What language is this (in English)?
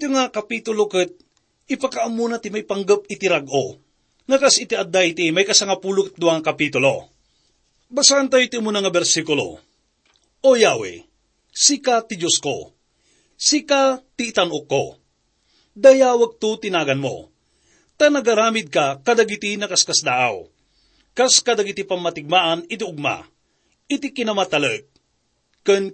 Iloko